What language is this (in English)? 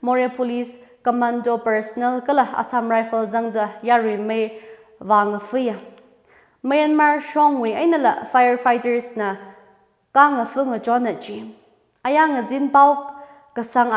Tangkhul Naga (India)